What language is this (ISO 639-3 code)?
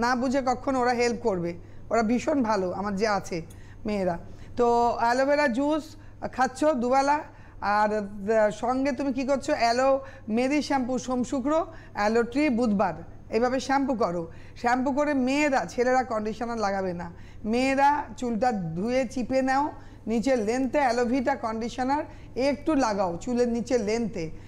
ben